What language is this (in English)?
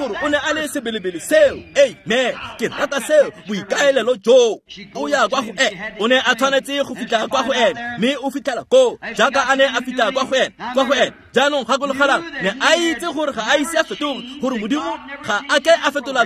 Tswana